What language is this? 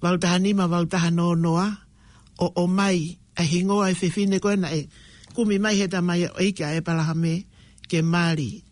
Tongan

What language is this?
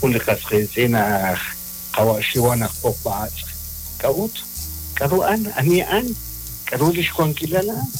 Kekchí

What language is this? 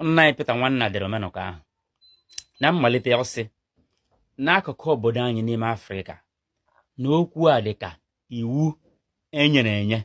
Igbo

